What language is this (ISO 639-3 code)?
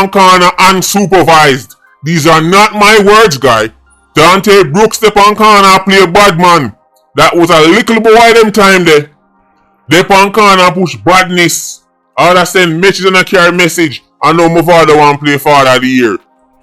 jam